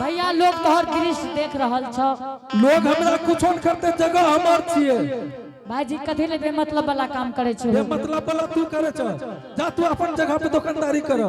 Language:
Angika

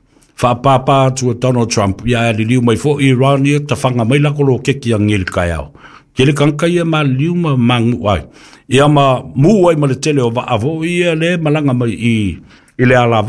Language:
Samoan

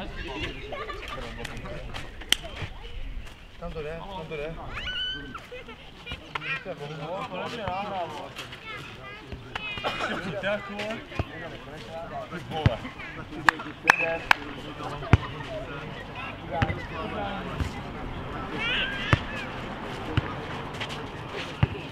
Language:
Czech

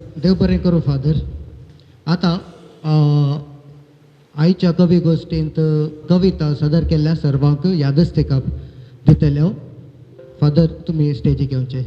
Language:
Konkani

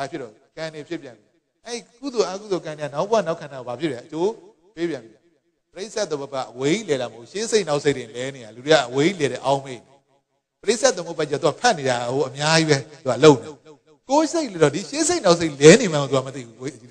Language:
Burmese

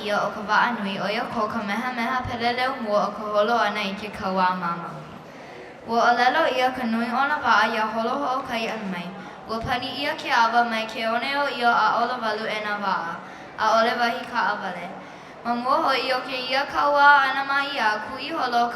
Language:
Hawaiian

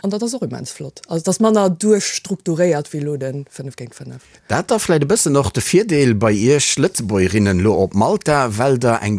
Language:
Luxembourgish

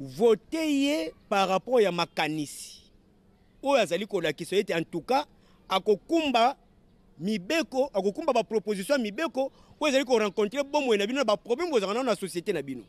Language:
Lingala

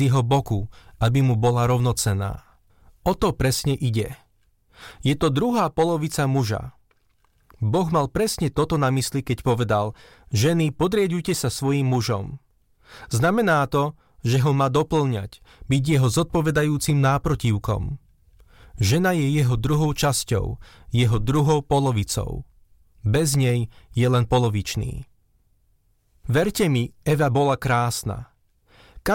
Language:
Slovak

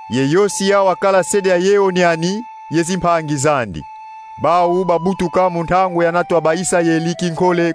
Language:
Kongo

